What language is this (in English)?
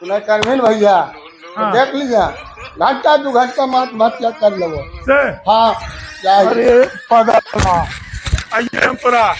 Magahi